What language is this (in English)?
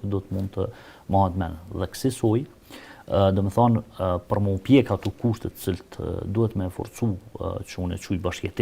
Albanian